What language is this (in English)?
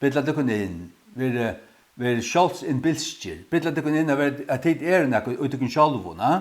Faroese